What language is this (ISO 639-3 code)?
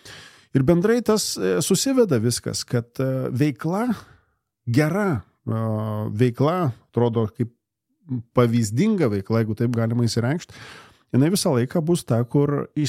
lit